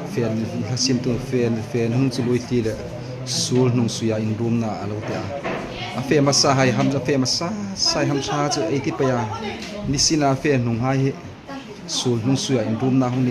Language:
Hmar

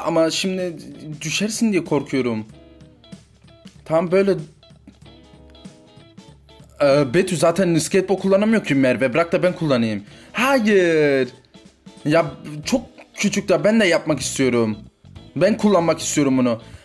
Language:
Turkish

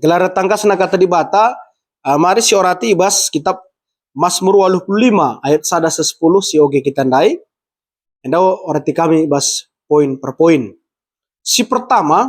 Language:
Batak Karo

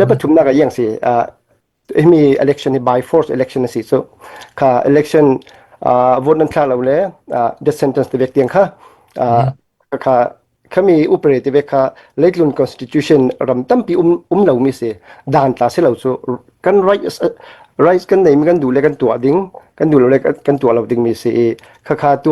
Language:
Falam Chin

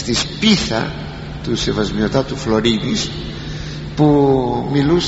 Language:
Greek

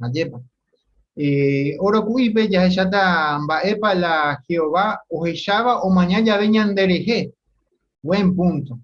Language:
Guarani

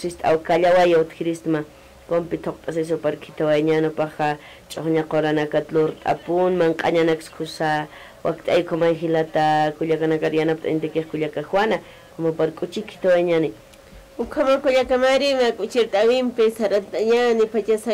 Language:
Aymara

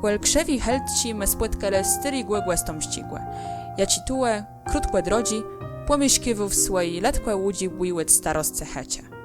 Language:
Kashubian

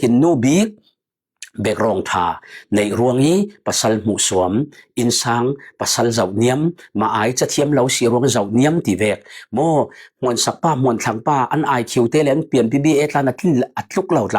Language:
Falam Chin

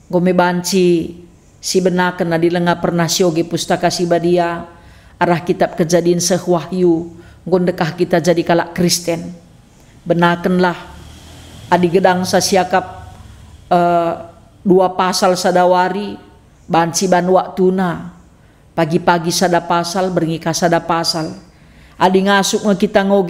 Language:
Batak Karo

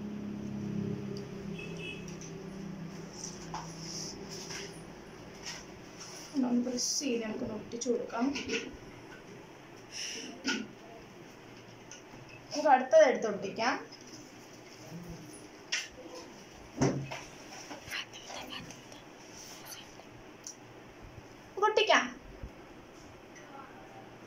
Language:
Malayalam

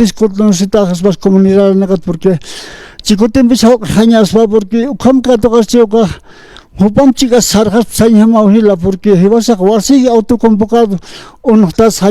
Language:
Aymara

